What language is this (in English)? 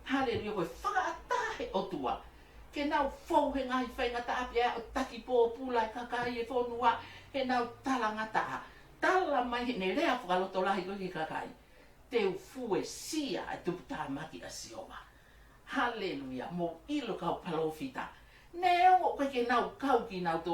Tongan